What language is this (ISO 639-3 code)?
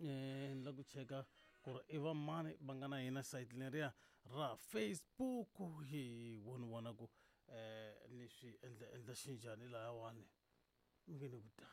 tso